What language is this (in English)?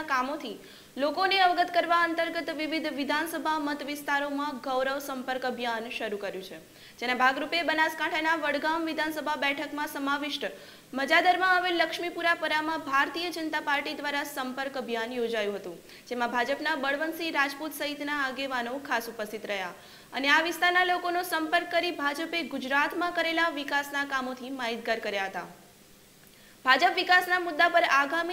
Gujarati